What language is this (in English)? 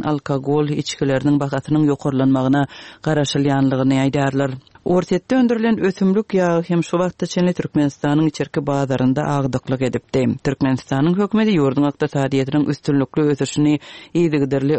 Turkmen